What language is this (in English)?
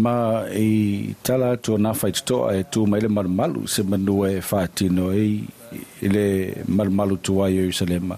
Samoan